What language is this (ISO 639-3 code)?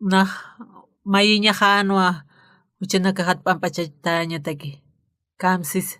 aym